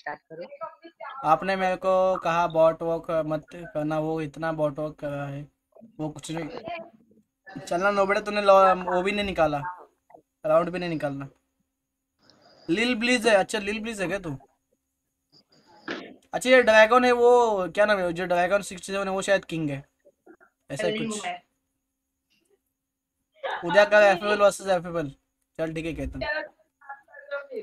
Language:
Hindi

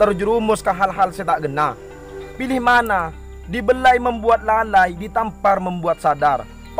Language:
Madurese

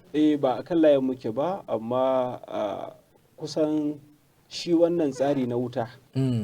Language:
Hausa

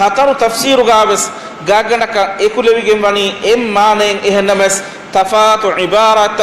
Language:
Divehi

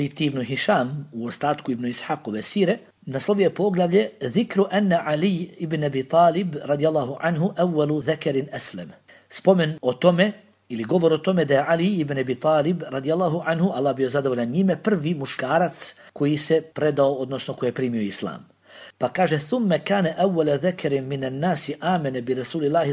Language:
Bosnian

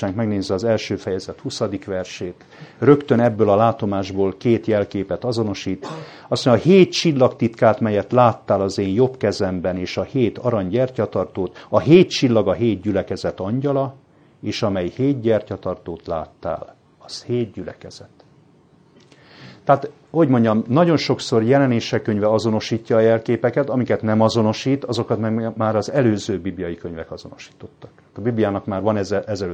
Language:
Hungarian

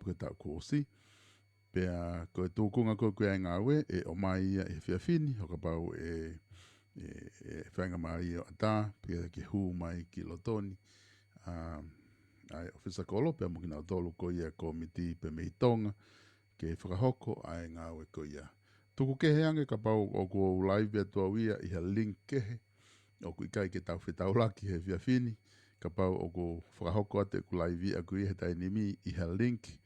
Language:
Tongan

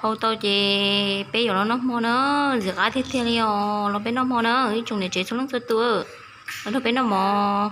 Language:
Hmong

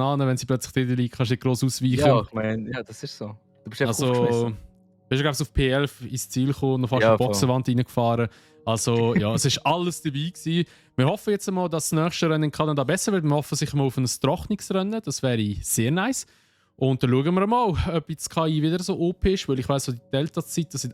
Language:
Swiss German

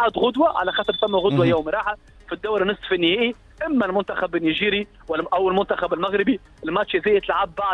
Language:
Tunisian Arabic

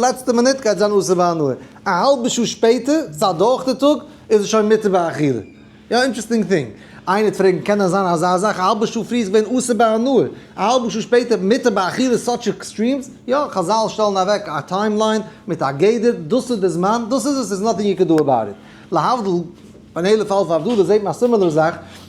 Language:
Yiddish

